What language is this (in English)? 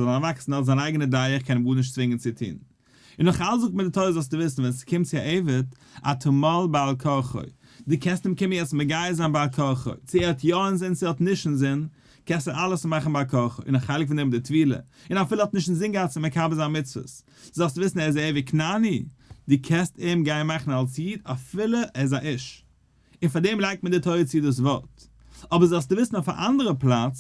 Yiddish